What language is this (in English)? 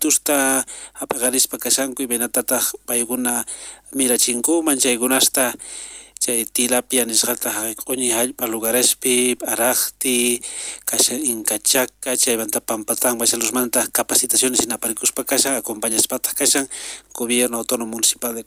South Bolivian Quechua